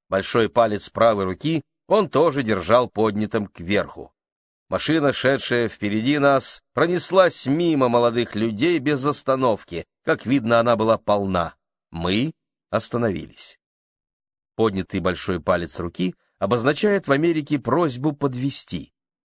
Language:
Russian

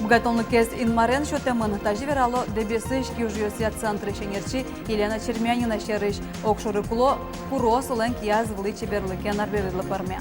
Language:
Udmurt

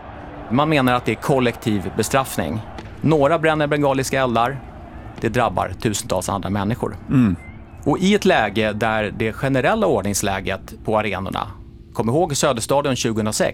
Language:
Swedish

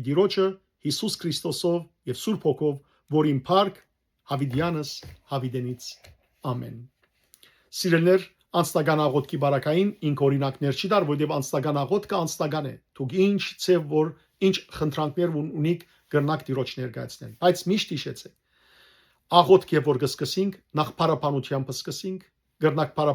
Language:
Western Armenian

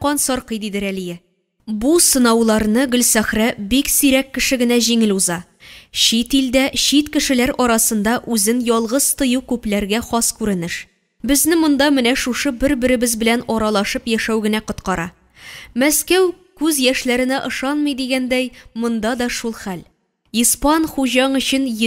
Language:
Tatar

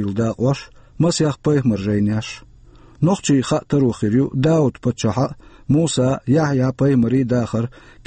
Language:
Chechen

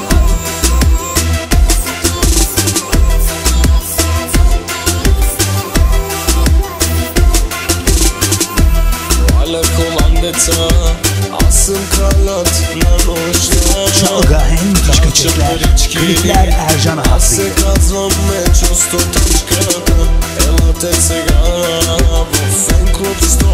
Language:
Bulgarian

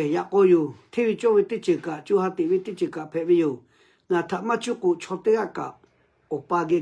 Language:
Lahu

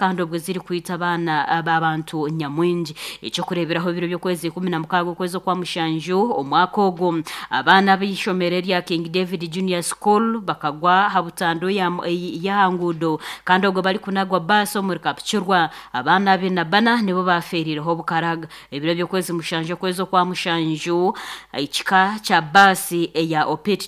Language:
Nyankole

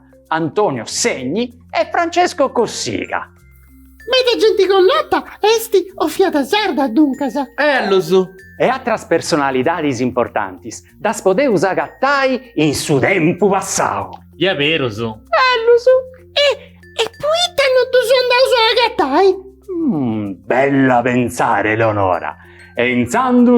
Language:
Sardinian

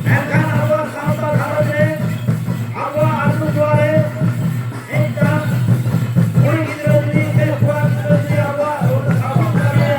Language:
Santali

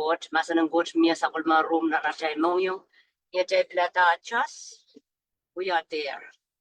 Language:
Pohnpeian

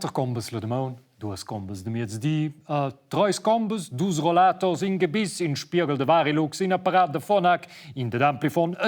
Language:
Romansh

